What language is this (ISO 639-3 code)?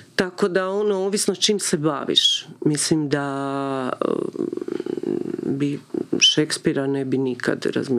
hrv